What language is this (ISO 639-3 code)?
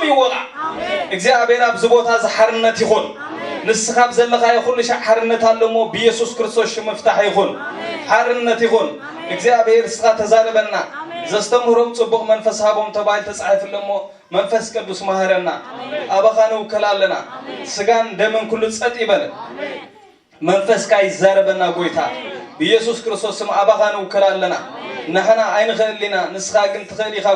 tir